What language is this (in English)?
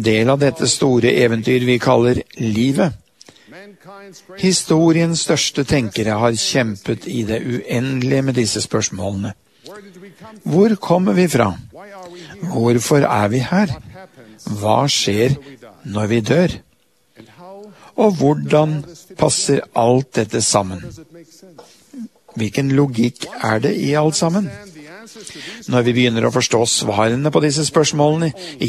Norwegian